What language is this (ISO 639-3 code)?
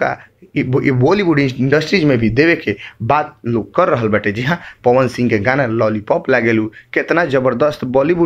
bho